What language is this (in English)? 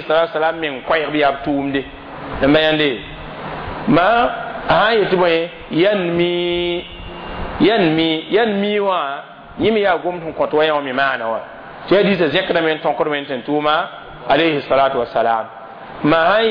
Mossi